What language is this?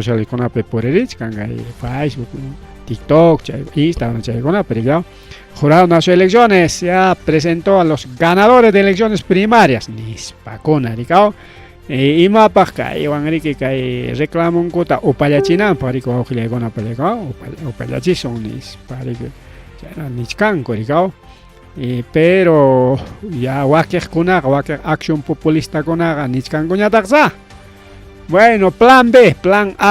Ayacucho Quechua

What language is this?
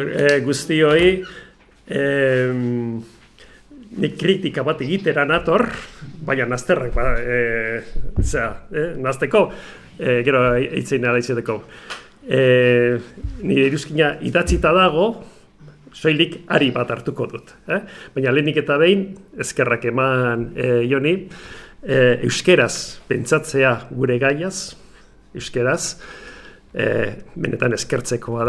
Basque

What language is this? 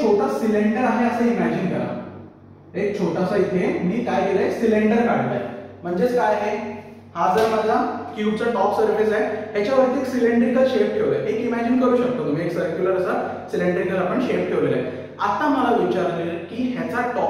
Marathi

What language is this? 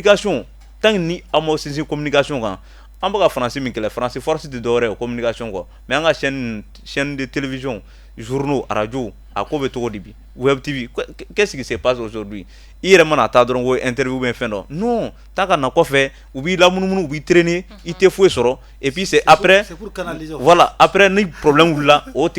Bambara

